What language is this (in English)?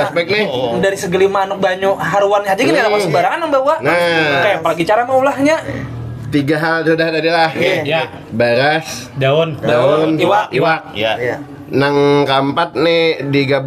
Banjar